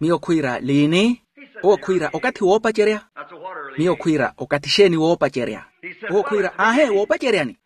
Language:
Makhuwa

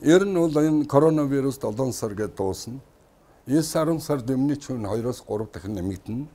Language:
Mongolian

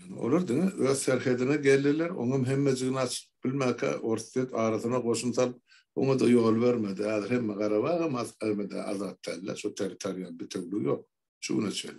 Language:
Turkmen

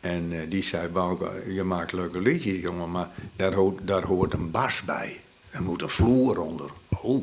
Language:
Western Frisian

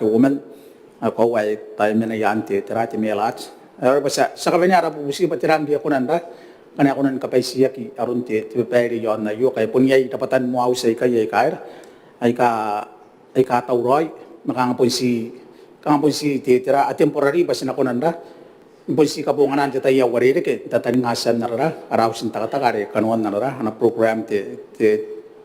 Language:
Gilbertese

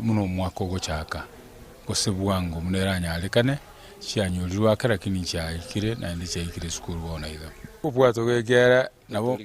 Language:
Gusii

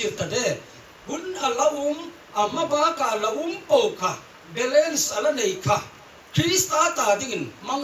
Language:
Hmar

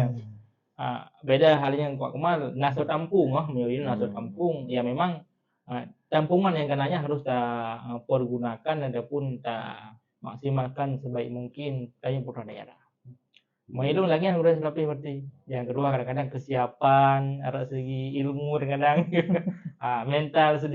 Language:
Achinese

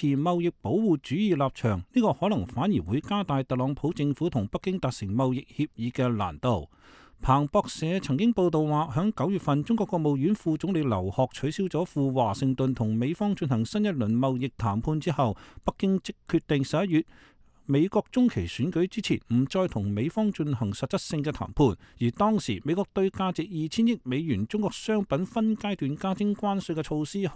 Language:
Cantonese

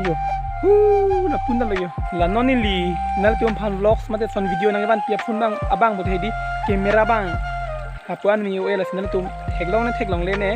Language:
Karbi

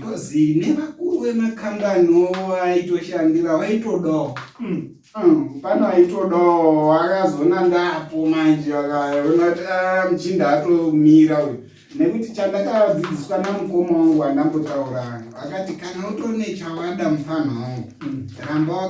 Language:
Shona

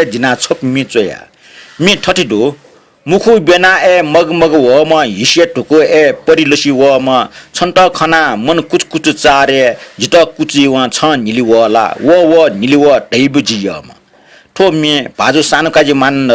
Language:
Newari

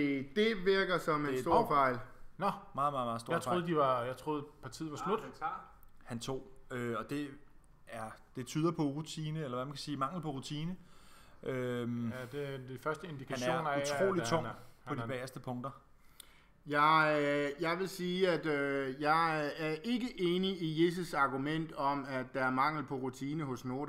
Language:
Danish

